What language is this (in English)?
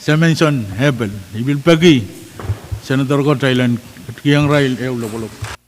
Pohnpeian